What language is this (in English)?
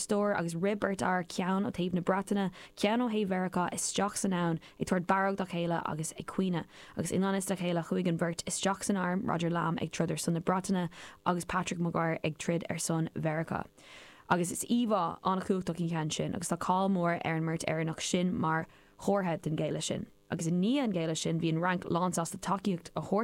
Irish